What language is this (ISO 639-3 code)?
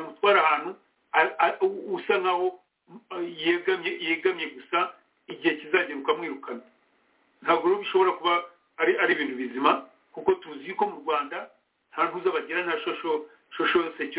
kin